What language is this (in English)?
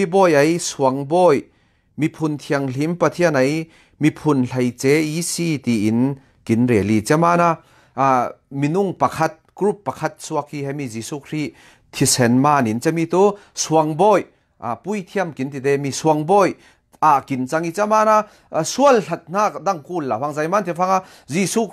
Falam Chin